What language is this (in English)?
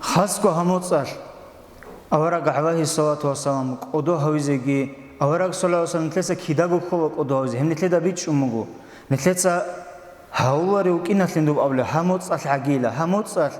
Avaric